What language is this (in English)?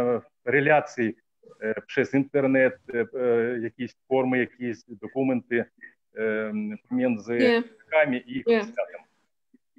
Polish